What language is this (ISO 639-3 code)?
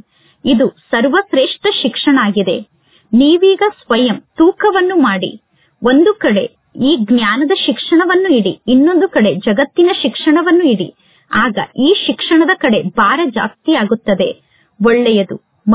kan